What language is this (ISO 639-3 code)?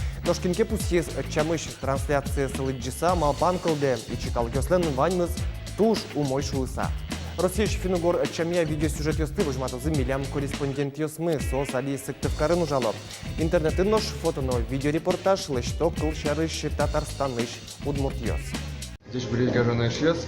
udm